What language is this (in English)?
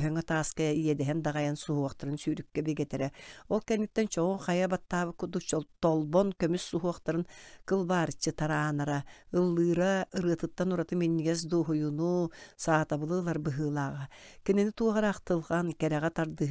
Yakut